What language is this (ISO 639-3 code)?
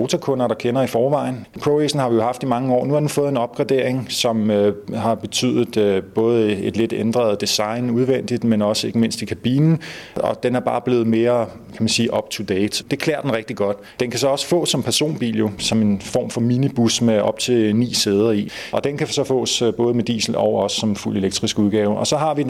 dan